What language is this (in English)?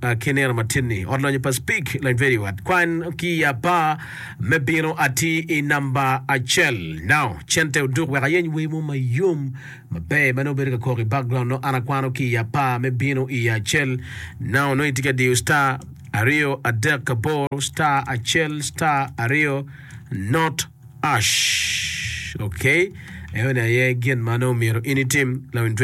Acoli